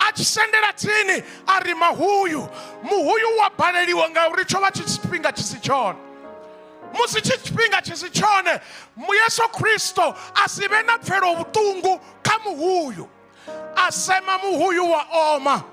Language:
Venda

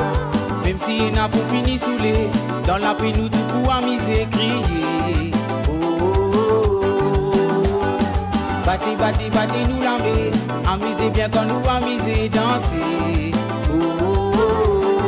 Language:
Morisyen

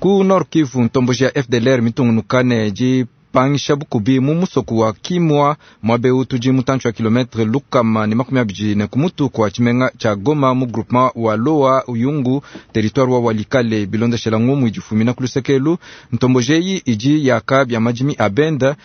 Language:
Luba-Lulua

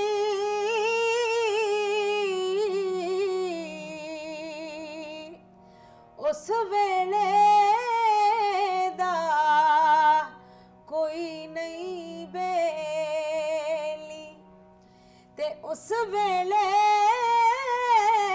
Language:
Punjabi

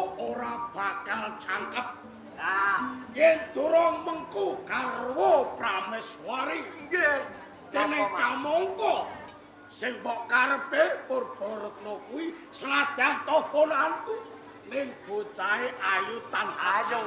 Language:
Javanese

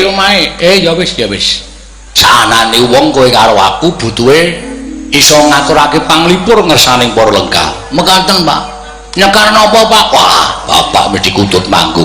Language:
Javanese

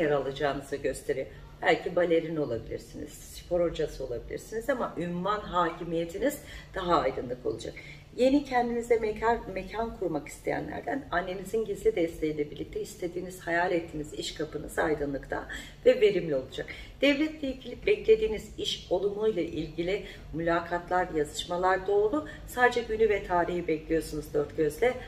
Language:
Turkish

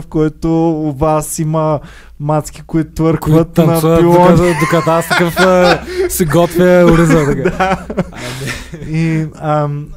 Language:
Bulgarian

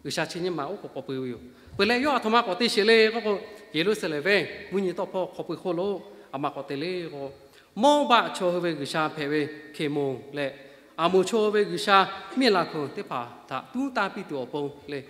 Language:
Lahu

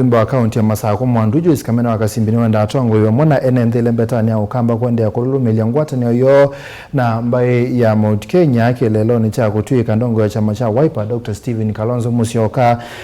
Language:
Kamba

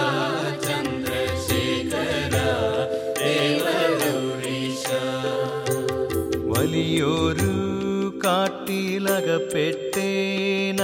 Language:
Malayalam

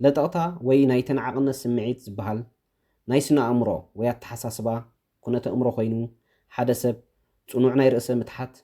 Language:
Tigrinya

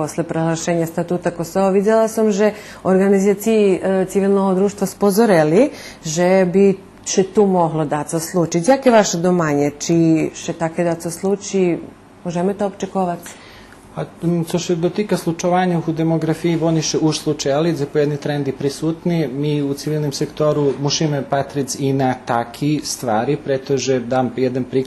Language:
Rusyn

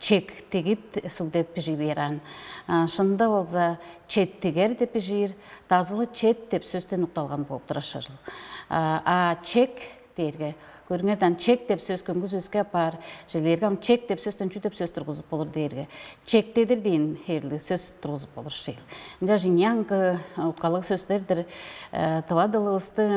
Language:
Tuvinian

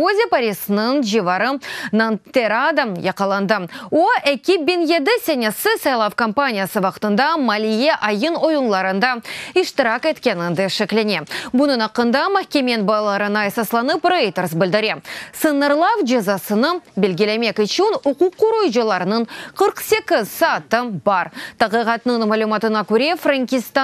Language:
Crimean Tatar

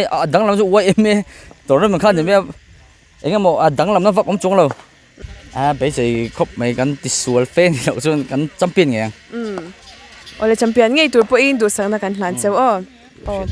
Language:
Mizo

